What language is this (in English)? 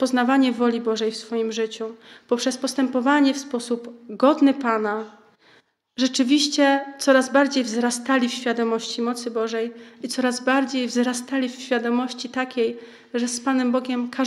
Polish